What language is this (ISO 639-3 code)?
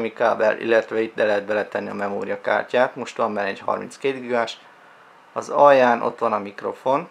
hun